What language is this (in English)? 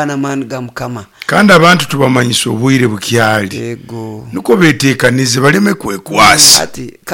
Nyoro